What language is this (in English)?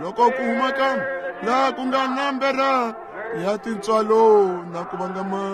Tsonga